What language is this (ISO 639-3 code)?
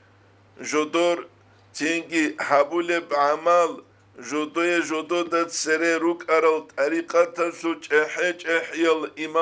ava